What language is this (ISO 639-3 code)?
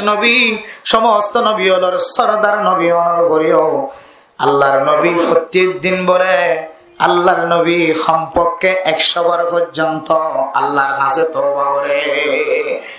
rhg